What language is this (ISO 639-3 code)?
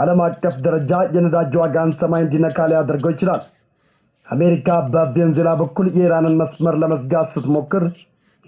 amh